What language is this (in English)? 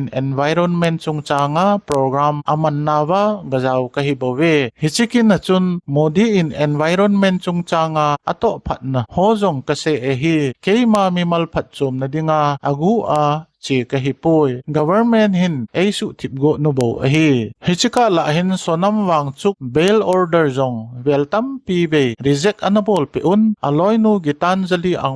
Thado Chin